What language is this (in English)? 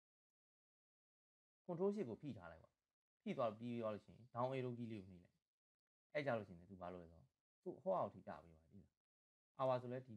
Burmese